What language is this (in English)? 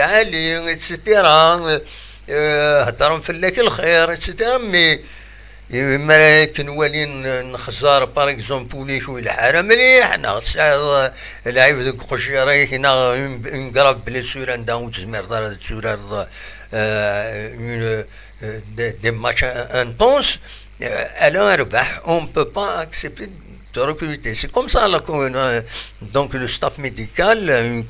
Kabyle